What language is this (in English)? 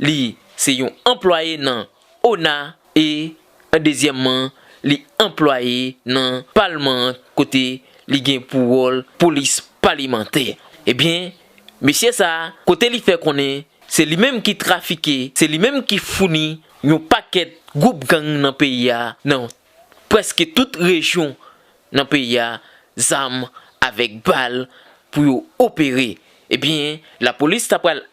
Haitian Creole